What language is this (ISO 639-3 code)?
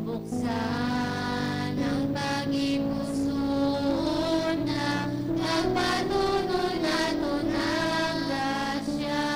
hil